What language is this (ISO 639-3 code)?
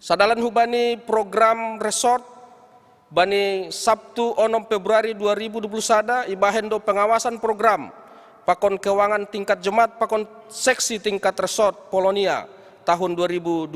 bts